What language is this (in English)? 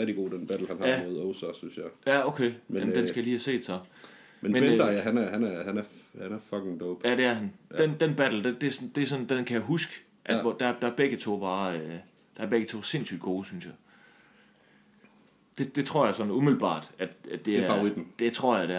Danish